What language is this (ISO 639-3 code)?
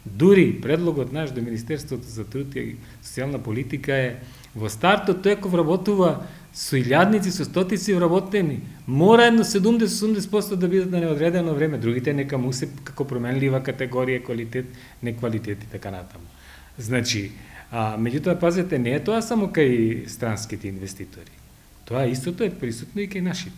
mkd